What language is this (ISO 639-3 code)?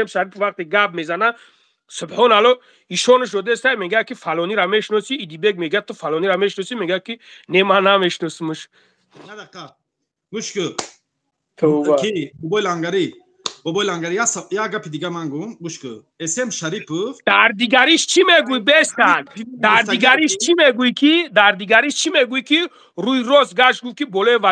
tgk